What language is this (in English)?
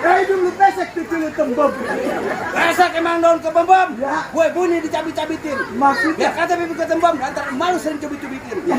Betawi